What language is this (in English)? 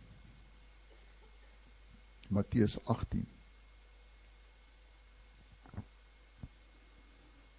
Afrikaans